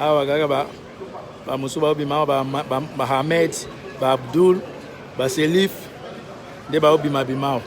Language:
Lingala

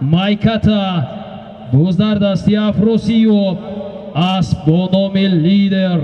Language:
Tajik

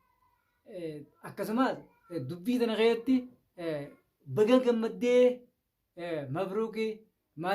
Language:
Oromo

